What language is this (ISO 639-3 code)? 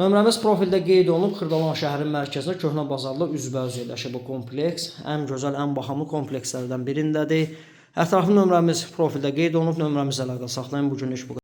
aze